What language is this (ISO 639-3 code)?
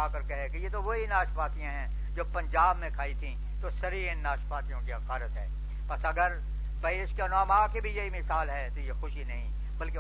urd